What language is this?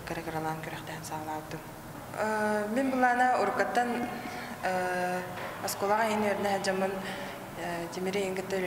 Yakut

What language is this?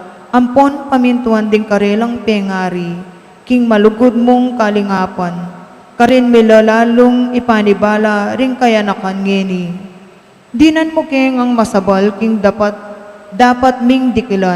Pampanga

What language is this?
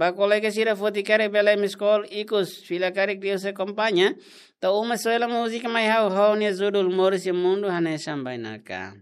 Tetum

